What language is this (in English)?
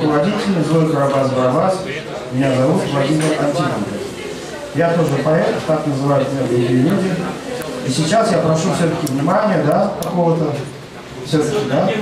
Russian